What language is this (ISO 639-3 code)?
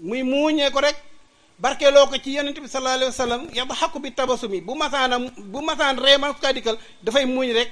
wol